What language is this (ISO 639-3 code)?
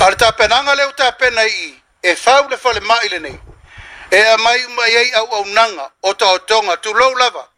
smo